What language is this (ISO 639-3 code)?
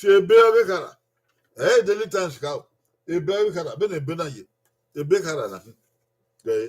bin